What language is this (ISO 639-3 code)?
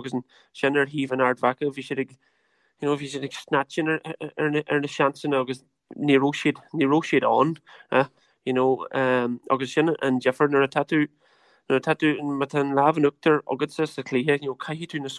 gle